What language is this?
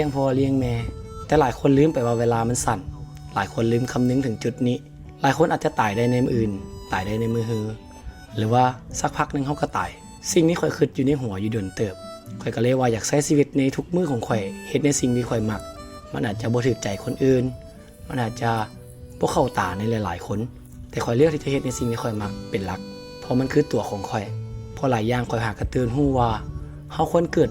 Lao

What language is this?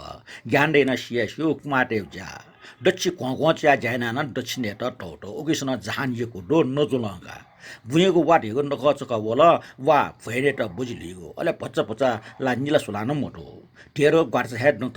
Newari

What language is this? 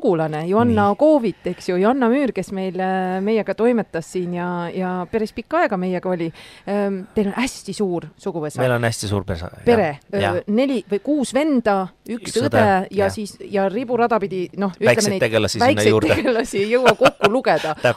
Estonian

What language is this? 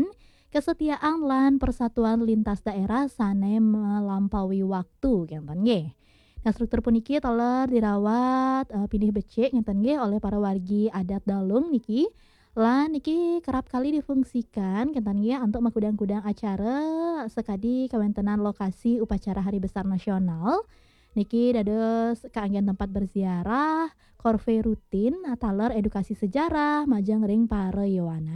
Balinese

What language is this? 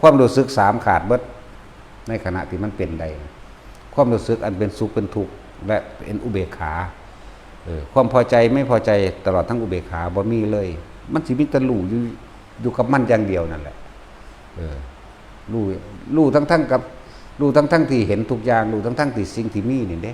Northeastern Thai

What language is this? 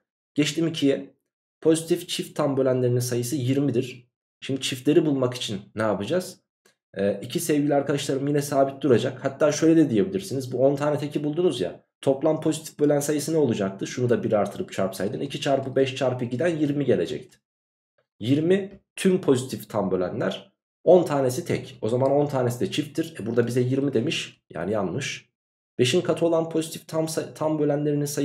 Turkish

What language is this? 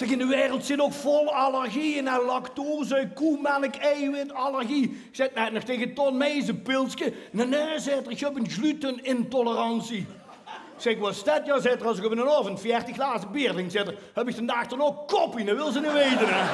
Limburgish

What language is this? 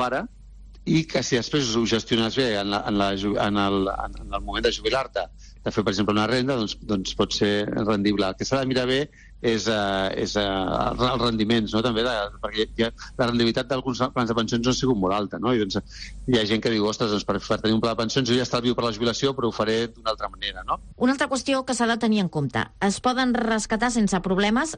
Catalan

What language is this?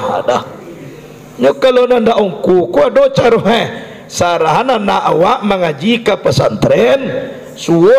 Minangkabau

